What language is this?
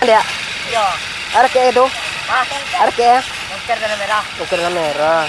Minangkabau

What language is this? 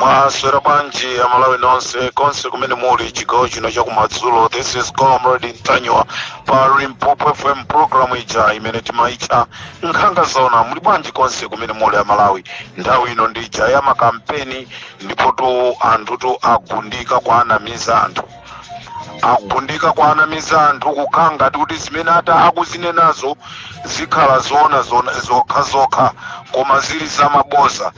Nyanja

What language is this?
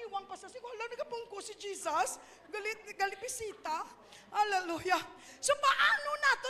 Hiligaynon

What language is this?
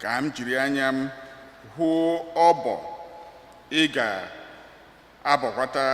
Igbo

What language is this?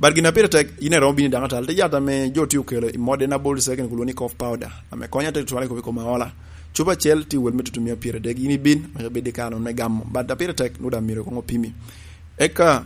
Lango (Uganda)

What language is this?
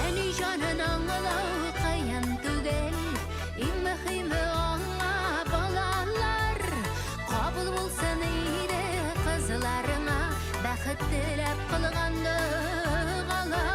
Bashkir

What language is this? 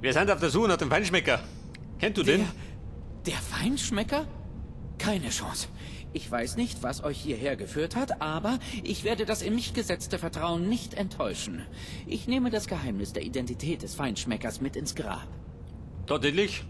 Bavarian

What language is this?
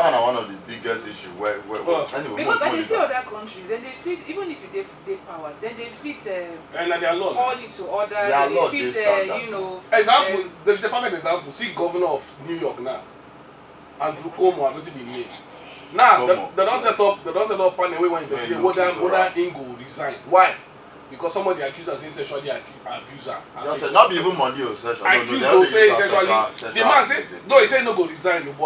Nigerian Pidgin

